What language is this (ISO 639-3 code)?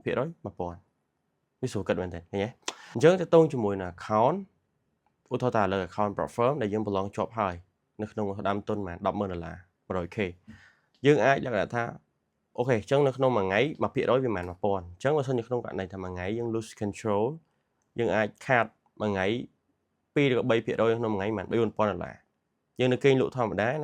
khm